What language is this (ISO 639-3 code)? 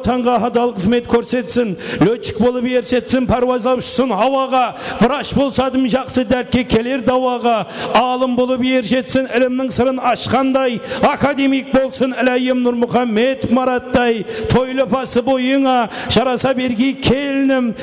kaa